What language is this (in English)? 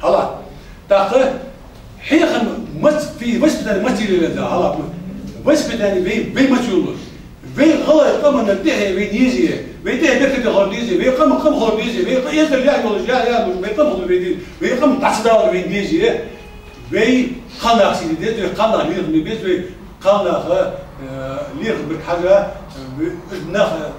Ingush